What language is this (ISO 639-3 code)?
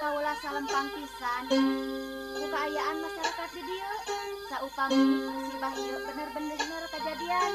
sun